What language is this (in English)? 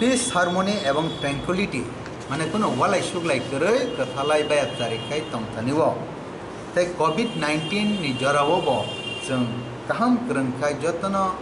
Kok Borok